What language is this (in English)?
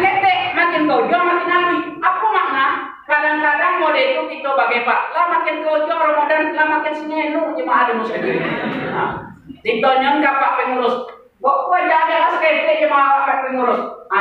Minangkabau